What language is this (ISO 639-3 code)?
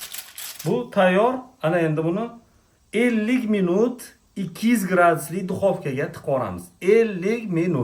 uzb